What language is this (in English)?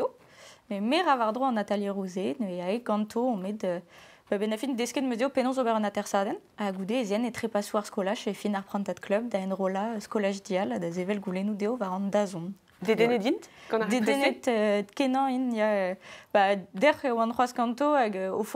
Breton